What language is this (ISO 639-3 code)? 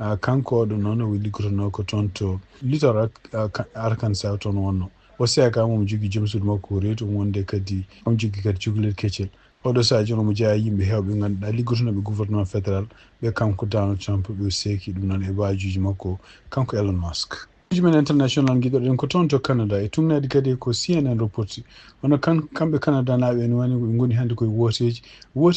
ful